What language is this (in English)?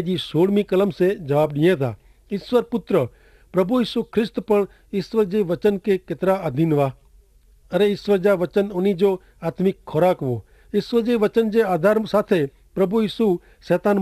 Kachhi